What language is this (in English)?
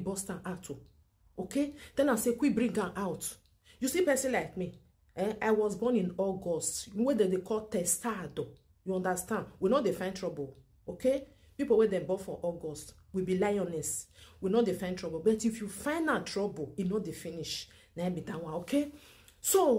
Nigerian Pidgin